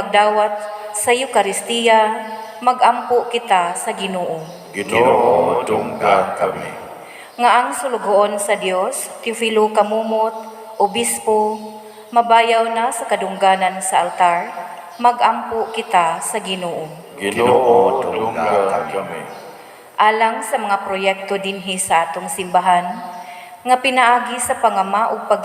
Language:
Cebuano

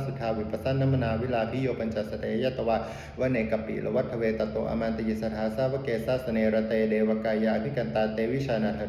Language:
Pali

